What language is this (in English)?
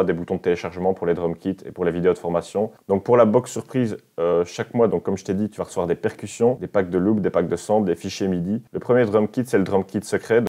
French